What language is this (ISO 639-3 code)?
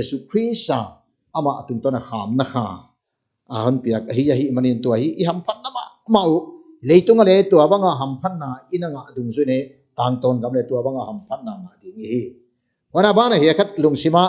pck